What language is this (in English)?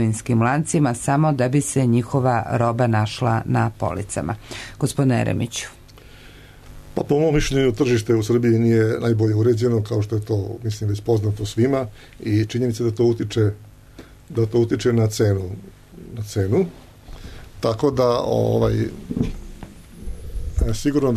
Serbian